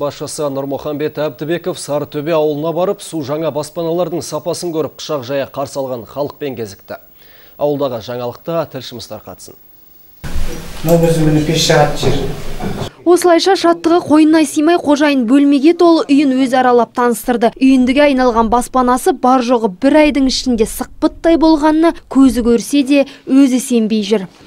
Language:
Kazakh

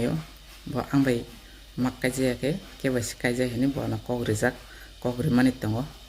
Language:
Kok Borok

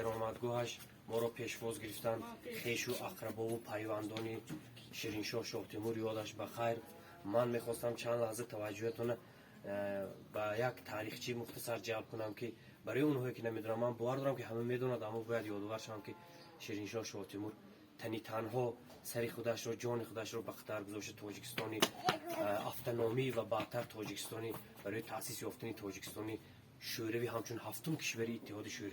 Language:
Tajik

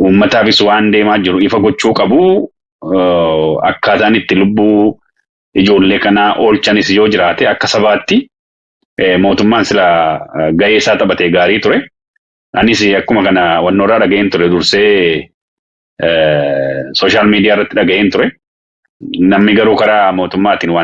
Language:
Oromo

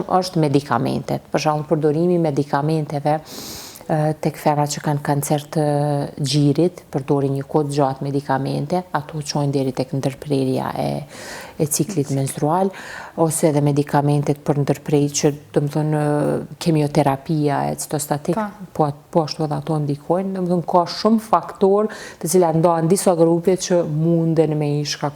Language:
Albanian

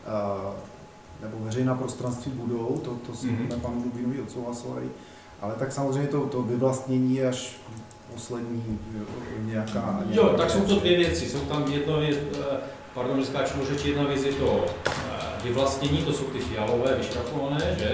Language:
Czech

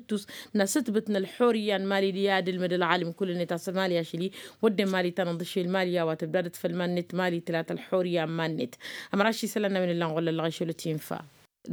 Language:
Tamasheq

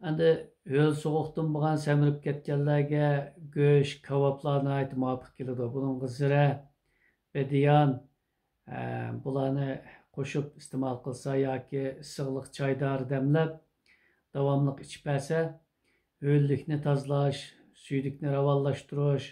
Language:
Uyghur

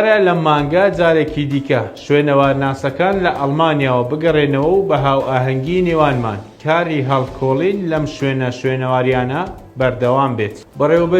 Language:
Central Kurdish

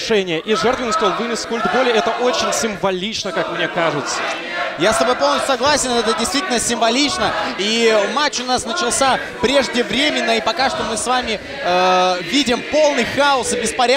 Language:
Russian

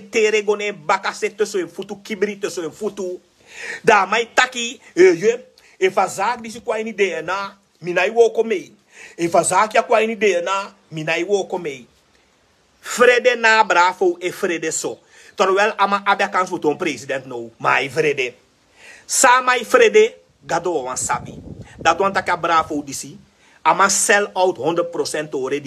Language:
Sranan Tongo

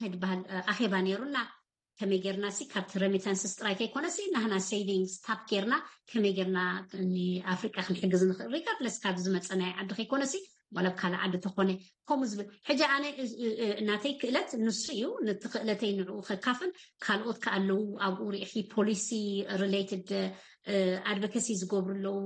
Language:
Tigrinya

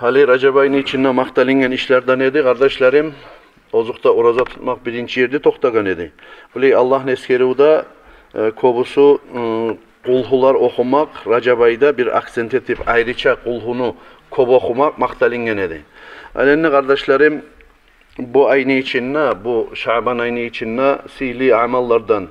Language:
Kumyk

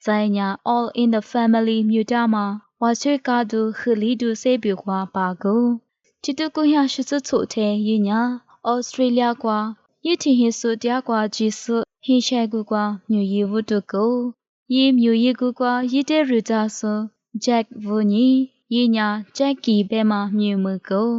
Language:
Lisu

